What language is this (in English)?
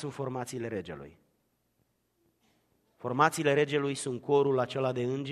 Romanian